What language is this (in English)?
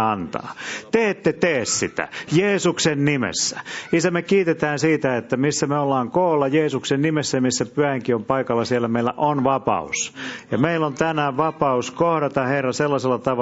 Finnish